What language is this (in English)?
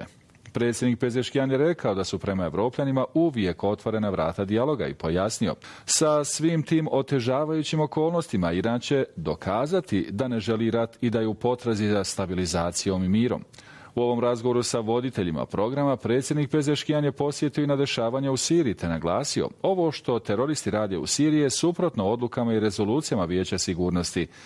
Bosnian